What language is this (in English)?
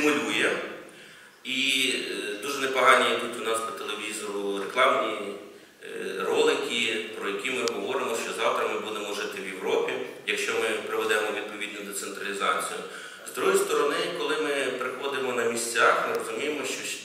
Ukrainian